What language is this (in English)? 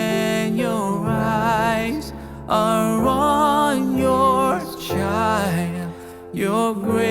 Morisyen